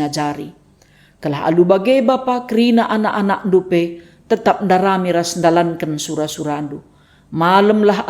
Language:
Batak Karo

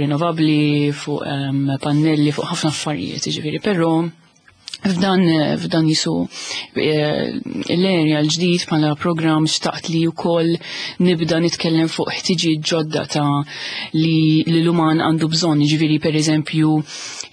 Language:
Maltese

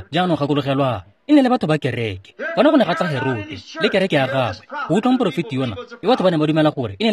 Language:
Tswana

